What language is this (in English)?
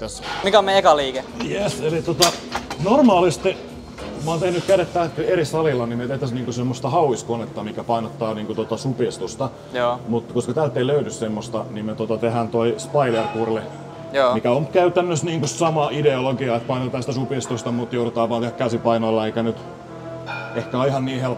Finnish